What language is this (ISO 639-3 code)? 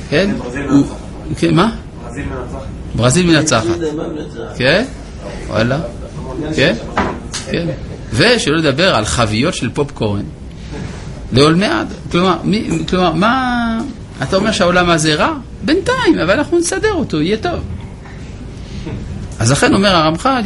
heb